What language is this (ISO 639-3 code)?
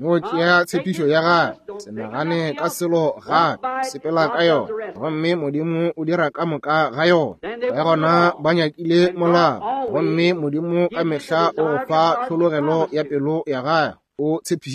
nso